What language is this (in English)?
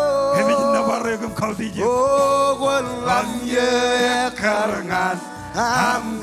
Marshallese